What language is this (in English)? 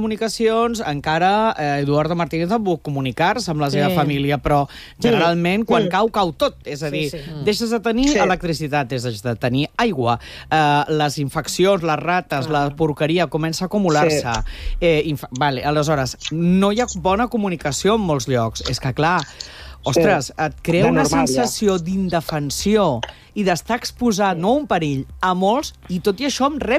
Catalan